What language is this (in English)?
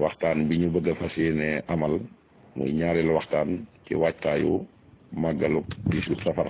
Wolof